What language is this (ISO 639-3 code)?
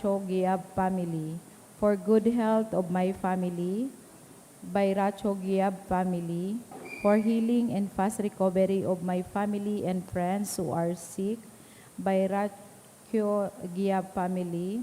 bik